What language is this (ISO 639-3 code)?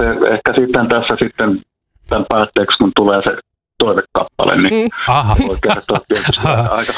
fin